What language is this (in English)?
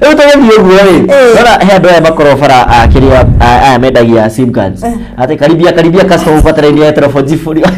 Kikuyu